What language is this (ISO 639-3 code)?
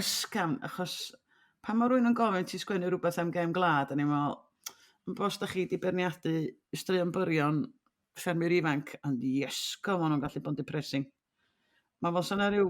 cym